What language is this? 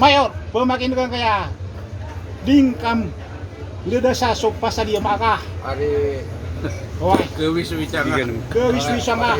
Maranao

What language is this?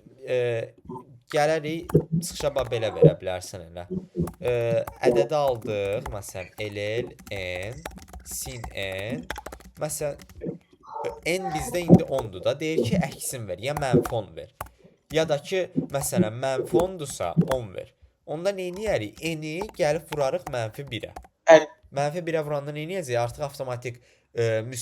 Azerbaijani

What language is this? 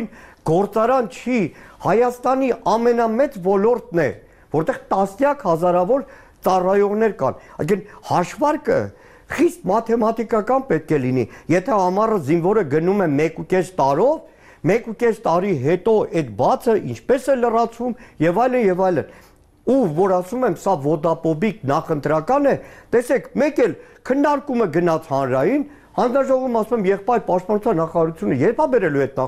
Armenian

